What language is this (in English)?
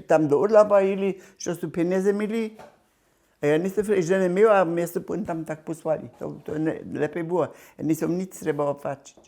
Upper Sorbian